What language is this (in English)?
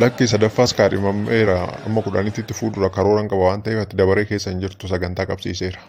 Oromo